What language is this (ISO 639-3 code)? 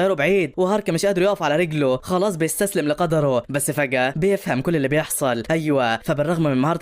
arz